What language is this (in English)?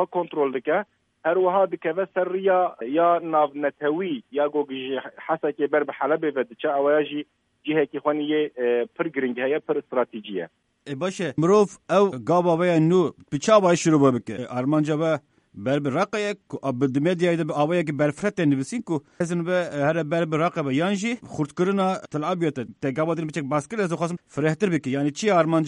Kurdish